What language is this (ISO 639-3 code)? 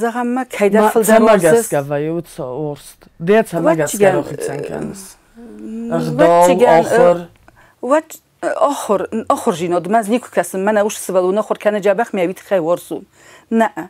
oss